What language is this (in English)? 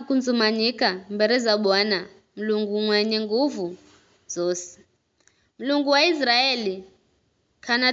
Giryama